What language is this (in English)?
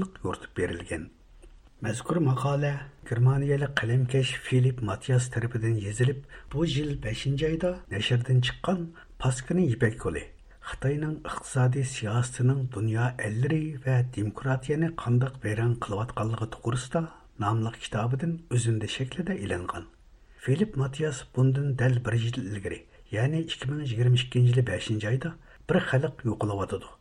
Uyghur